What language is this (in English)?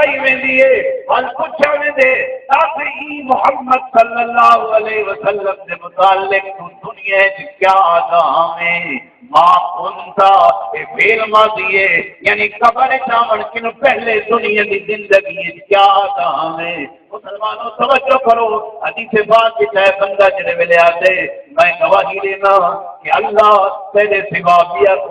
Saraiki